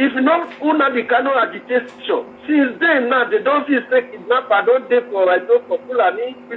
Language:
Nigerian Pidgin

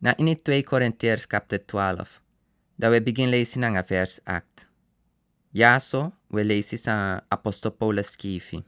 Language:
Sranan Tongo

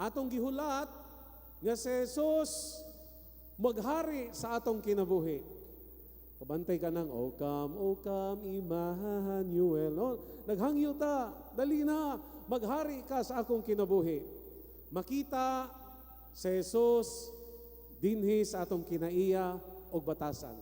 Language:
Cebuano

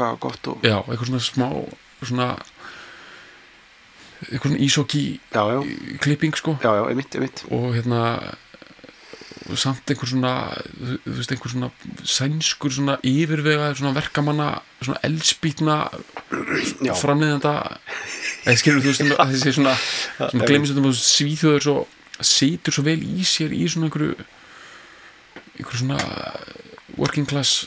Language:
Icelandic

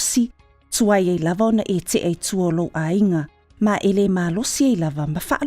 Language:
Samoan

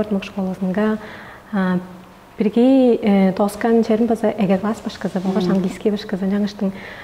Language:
Tuvinian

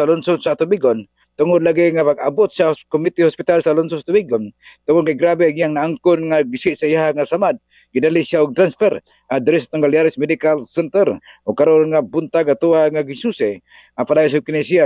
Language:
Cebuano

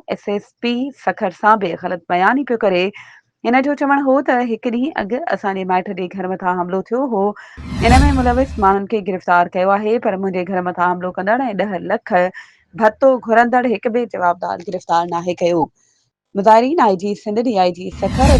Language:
Sindhi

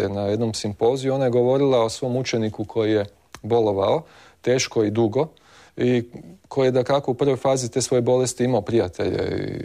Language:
Croatian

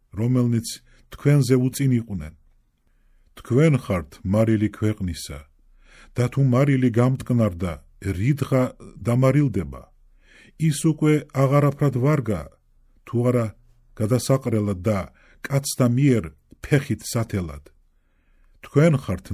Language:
Georgian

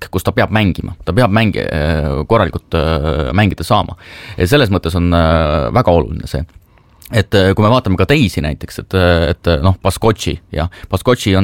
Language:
Estonian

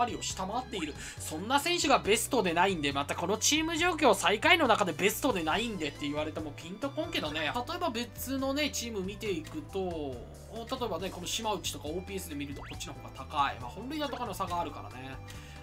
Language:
Japanese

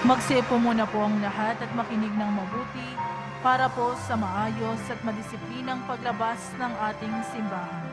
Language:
Filipino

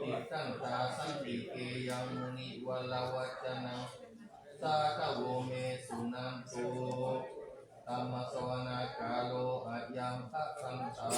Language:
Pali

